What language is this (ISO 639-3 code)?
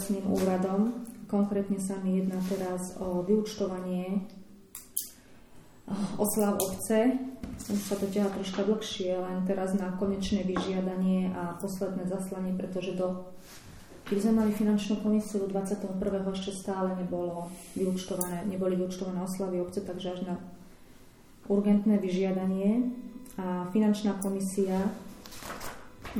slk